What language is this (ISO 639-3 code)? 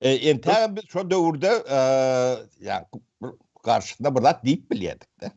tuk